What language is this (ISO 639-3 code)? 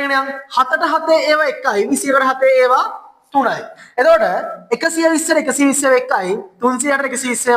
sin